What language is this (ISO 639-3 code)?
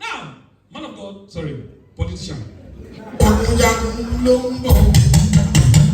pcm